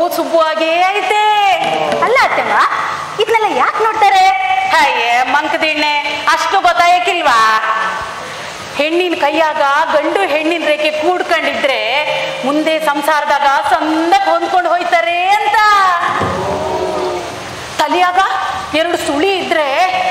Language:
Kannada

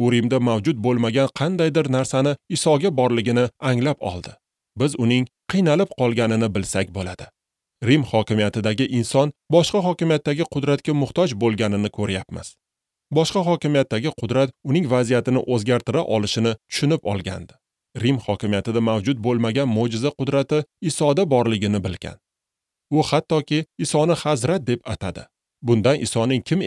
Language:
Uzbek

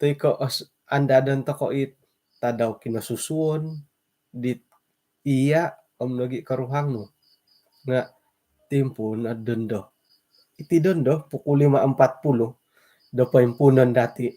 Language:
Central Dusun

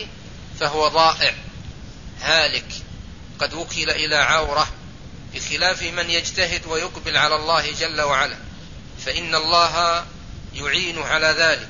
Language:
Arabic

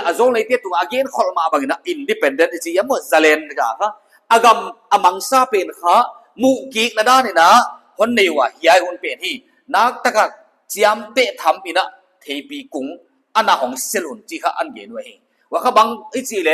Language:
Paite Chin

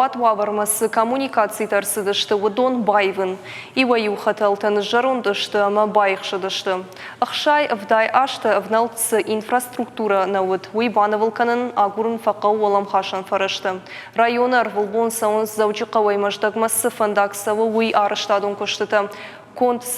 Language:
Ossetic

